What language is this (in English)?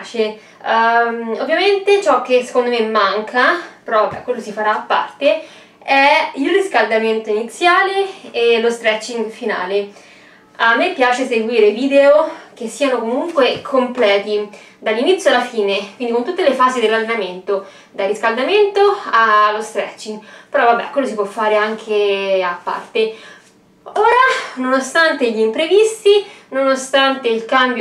Italian